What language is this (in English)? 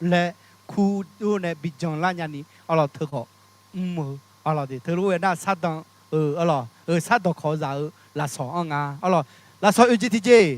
Akha